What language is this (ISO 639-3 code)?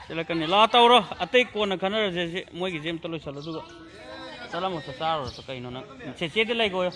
mni